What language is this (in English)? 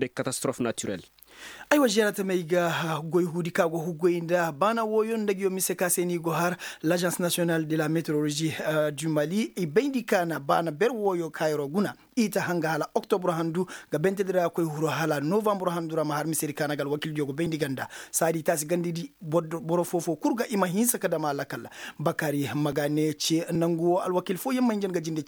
Koyraboro Senni